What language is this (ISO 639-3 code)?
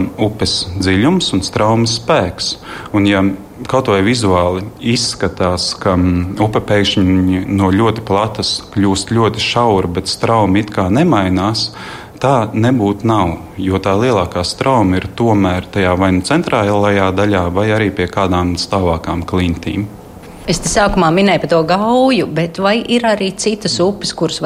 lav